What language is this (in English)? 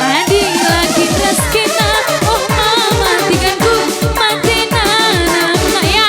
Batak Karo